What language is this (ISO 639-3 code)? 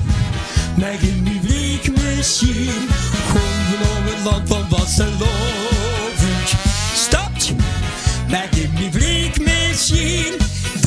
lim